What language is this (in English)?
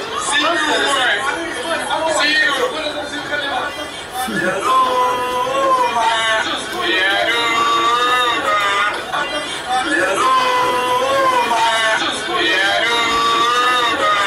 Turkish